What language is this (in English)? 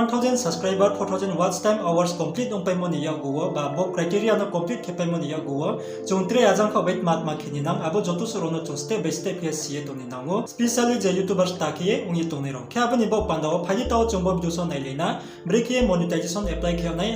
Riang (India)